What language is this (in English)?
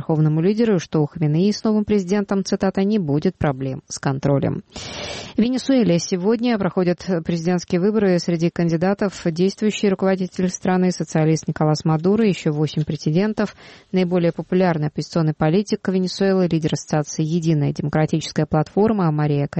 Russian